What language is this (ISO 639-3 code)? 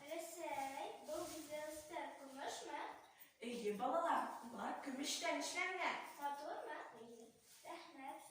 bak